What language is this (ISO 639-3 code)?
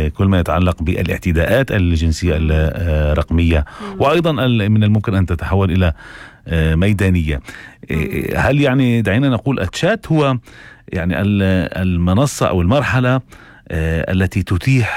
apc